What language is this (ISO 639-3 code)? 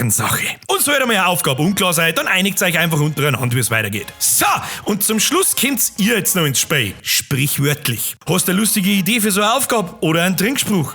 bar